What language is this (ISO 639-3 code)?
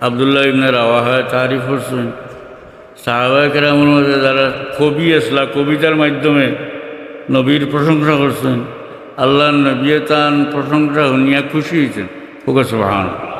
syl